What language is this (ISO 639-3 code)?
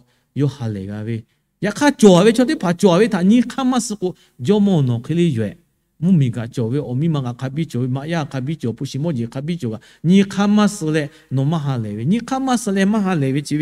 lhu